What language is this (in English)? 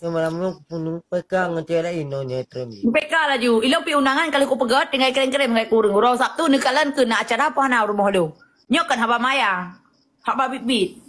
Achinese